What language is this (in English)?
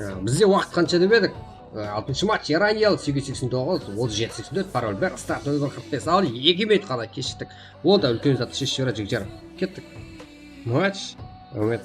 Kara-Kalpak